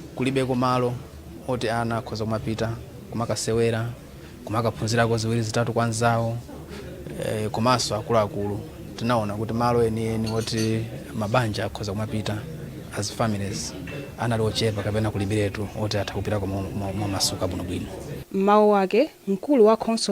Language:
Nyanja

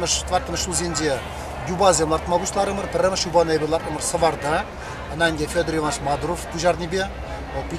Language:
Chuvash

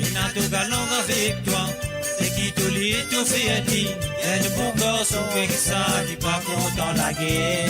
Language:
Morisyen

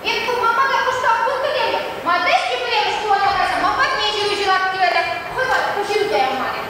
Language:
Chuvash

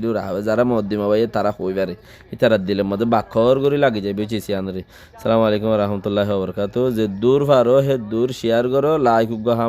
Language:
Rohingya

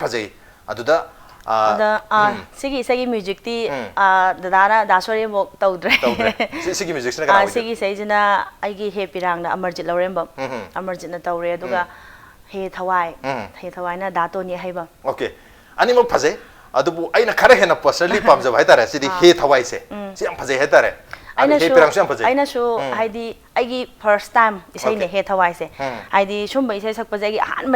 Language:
Manipuri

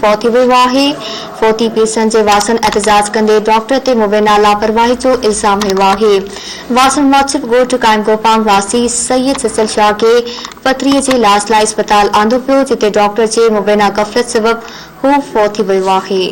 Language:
Sindhi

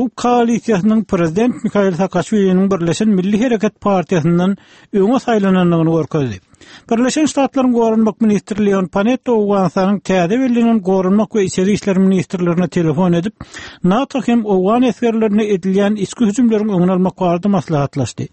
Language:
Turkmen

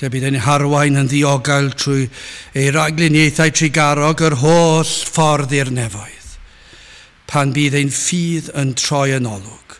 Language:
Welsh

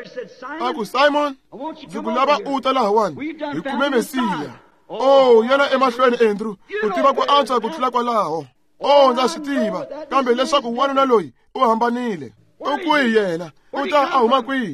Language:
Tsonga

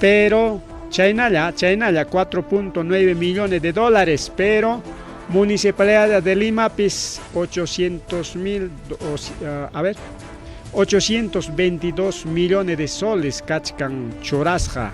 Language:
Ayacucho Quechua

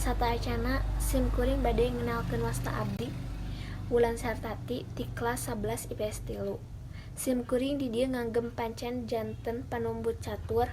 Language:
Sundanese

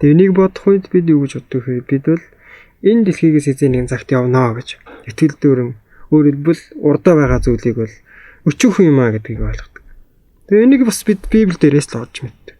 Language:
Mongolian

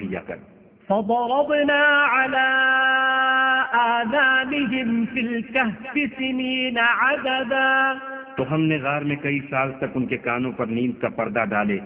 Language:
Urdu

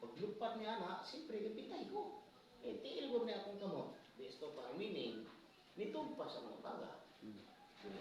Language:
Cebuano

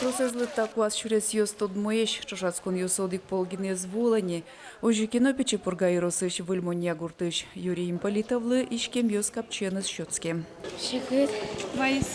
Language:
Udmurt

